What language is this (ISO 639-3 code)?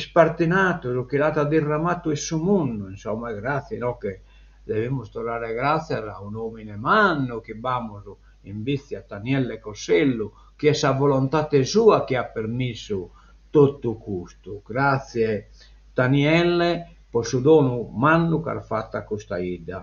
srd